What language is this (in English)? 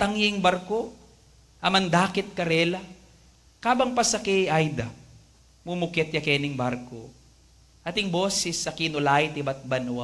Pampanga